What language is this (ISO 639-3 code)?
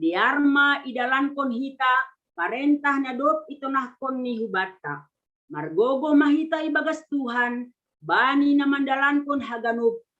bts